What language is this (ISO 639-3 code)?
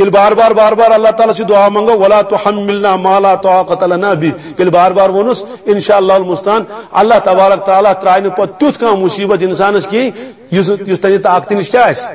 kas